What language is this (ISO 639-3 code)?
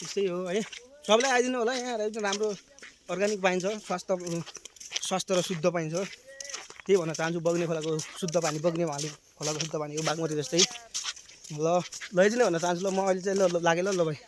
nep